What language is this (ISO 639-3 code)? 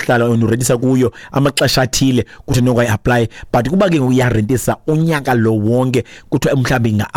xho